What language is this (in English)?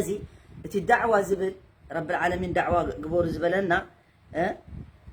Tigrinya